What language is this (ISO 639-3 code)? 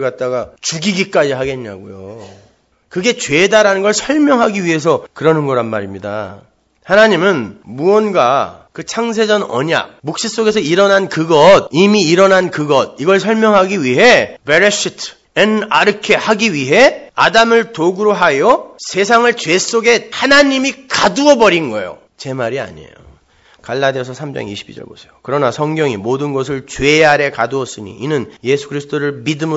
kor